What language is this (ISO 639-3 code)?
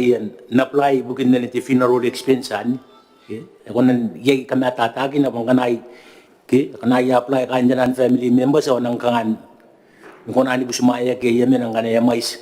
gil